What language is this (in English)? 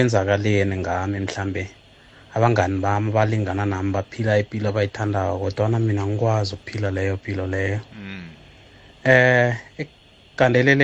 South Ndebele